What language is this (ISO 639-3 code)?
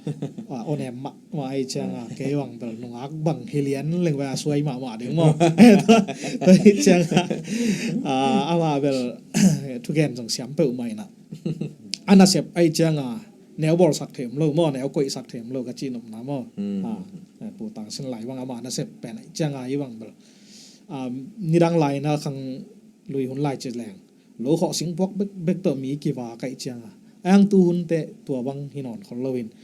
ctd